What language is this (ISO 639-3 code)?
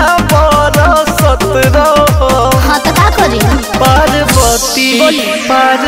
bho